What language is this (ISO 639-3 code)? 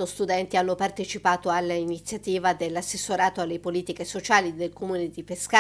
ita